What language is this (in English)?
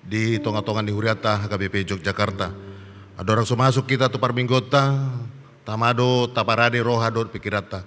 Batak Toba